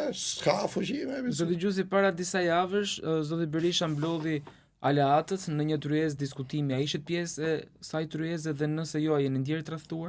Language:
Albanian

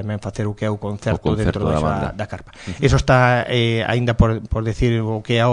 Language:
Galician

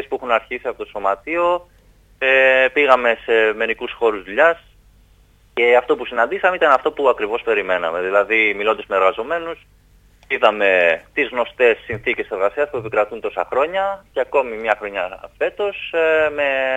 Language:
Greek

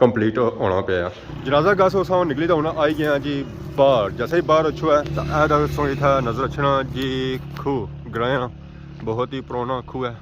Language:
Pahari-Potwari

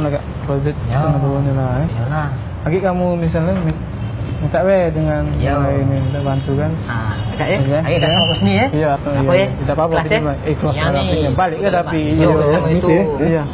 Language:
Musi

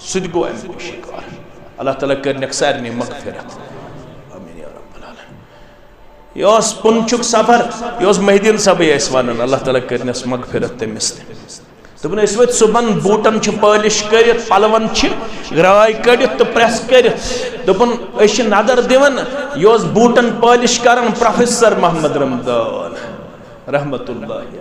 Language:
Kashmiri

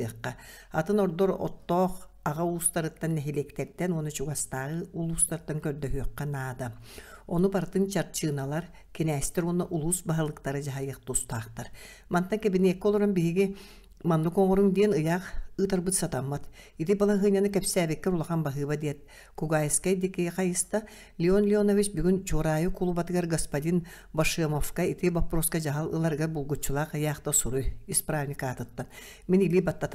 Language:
Yakut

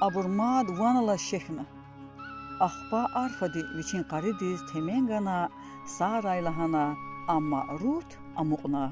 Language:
Lezghian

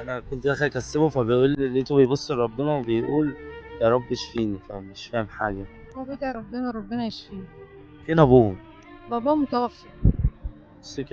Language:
Egyptian Arabic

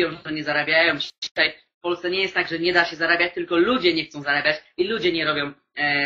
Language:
Polish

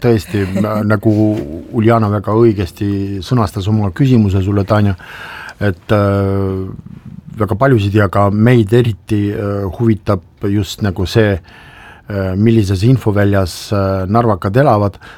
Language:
Estonian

